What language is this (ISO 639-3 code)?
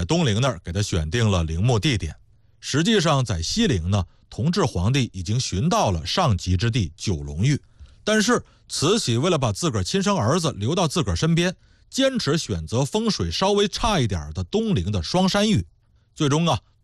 zho